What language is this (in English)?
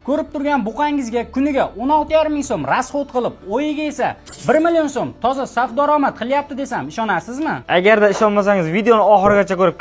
Uzbek